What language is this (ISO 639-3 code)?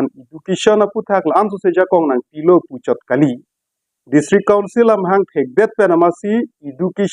mjw